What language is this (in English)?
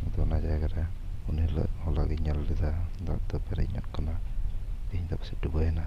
Santali